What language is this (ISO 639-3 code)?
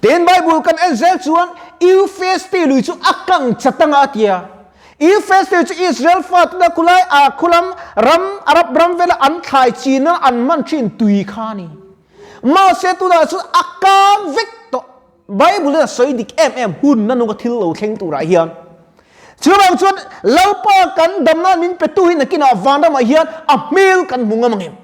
lus